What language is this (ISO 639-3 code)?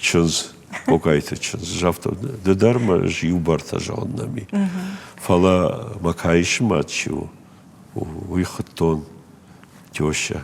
oss